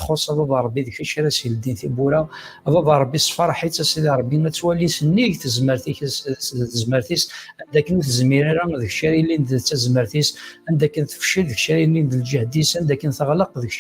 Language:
Kabyle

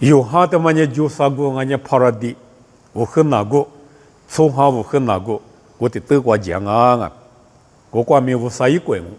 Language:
Lisu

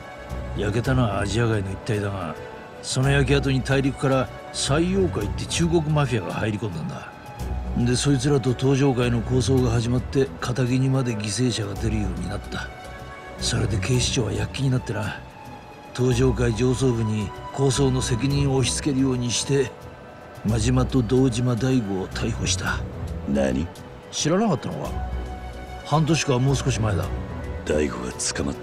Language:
Japanese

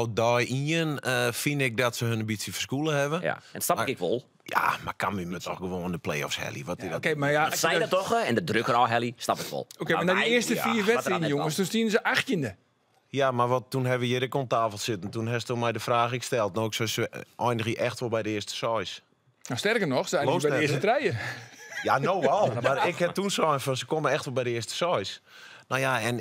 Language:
Western Frisian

